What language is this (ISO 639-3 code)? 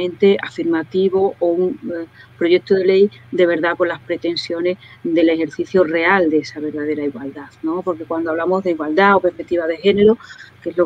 spa